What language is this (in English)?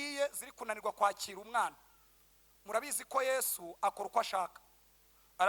Kinyarwanda